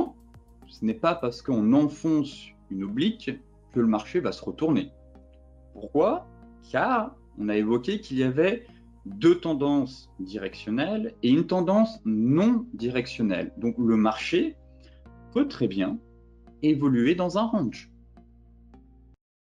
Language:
French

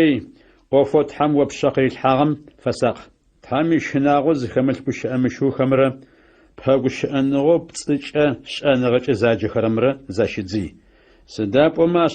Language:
Adyghe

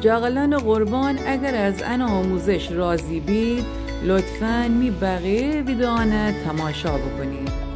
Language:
Gilaki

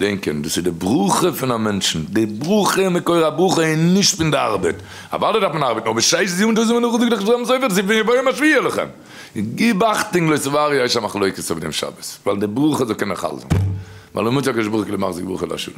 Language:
Yiddish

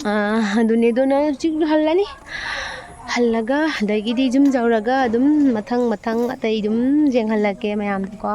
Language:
Manipuri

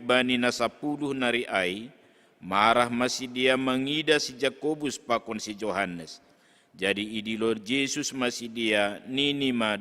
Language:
Batak Simalungun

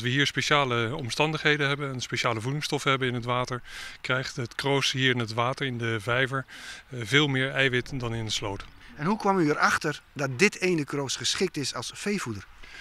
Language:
Western Frisian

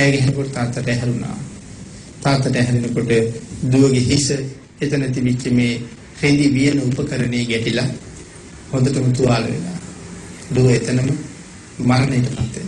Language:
Sinhala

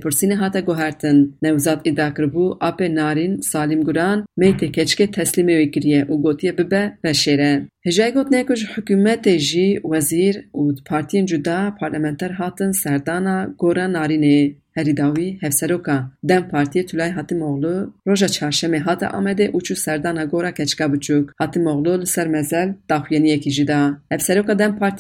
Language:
Kurdish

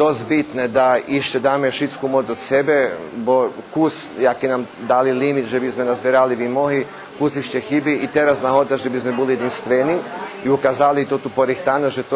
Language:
Rusyn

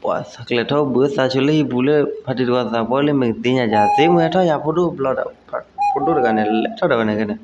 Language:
S'gaw Karen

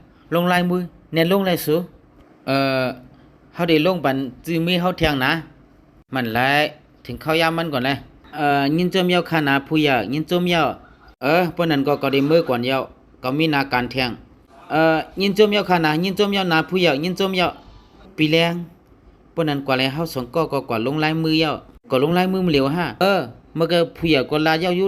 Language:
Shan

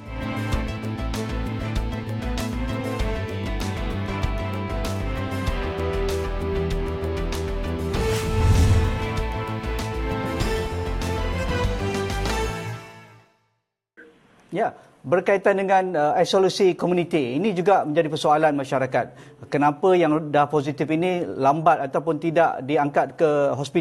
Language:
Malay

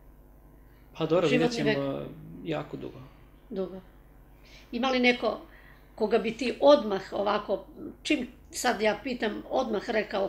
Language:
Serbian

